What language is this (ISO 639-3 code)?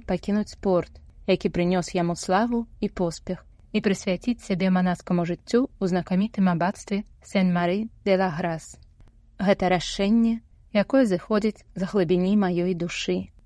bel